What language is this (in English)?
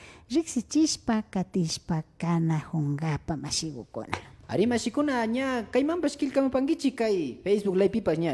Imbabura Highland Quichua